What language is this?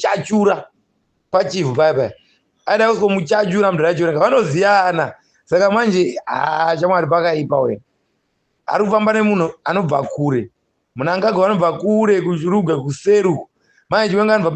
Shona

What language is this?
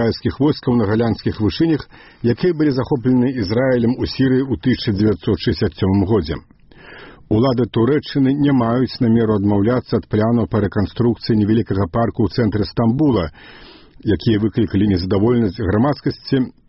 Belarusian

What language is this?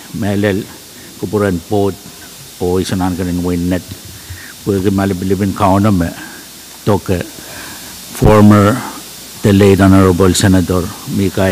Pohnpeian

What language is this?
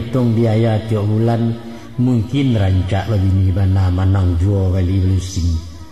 Minangkabau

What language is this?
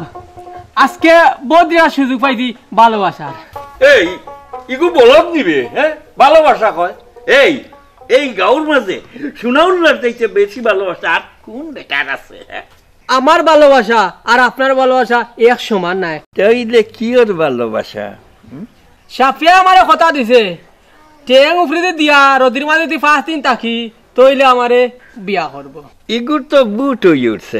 Sylheti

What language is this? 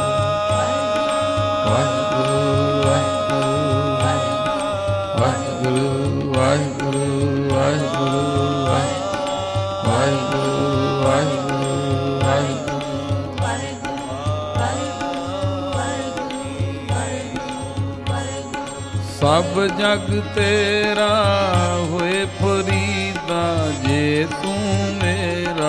Punjabi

